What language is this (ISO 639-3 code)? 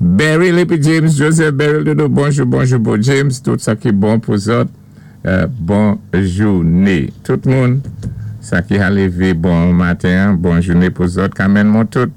acf